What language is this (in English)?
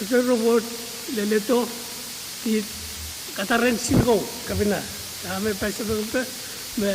Pohnpeian